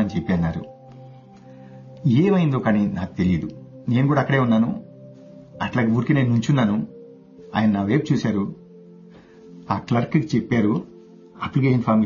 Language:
Telugu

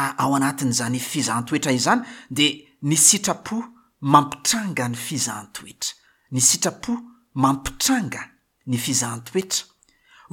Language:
Malagasy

